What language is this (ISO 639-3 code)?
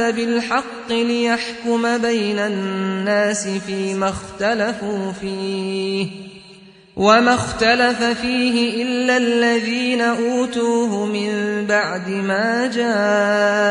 ara